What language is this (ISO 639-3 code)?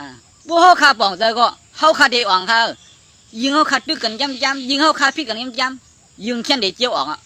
shn